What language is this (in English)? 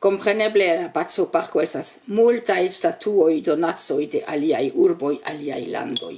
Esperanto